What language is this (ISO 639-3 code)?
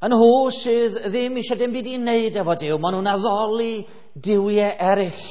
cym